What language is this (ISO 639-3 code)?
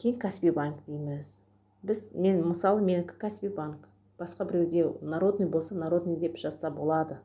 kaz